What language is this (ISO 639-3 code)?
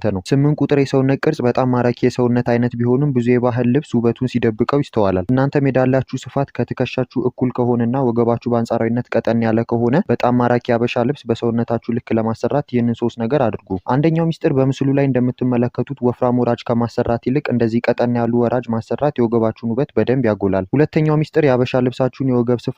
amh